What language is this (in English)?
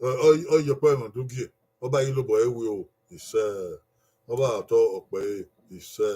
Bini